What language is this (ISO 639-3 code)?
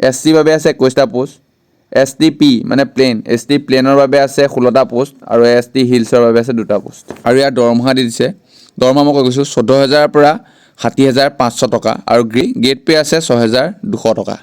asm